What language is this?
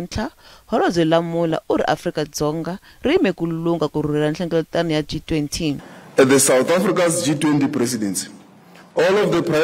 Tsonga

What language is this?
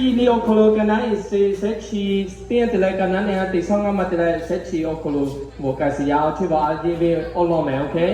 Lahu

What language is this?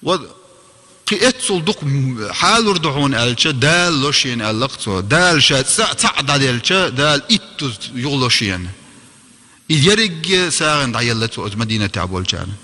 Chechen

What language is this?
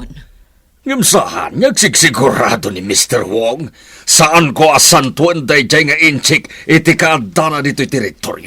Iloko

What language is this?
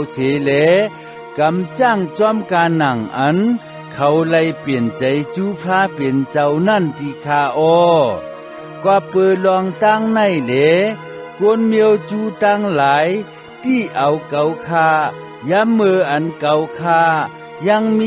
Shan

